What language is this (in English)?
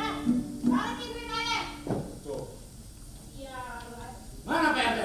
Betawi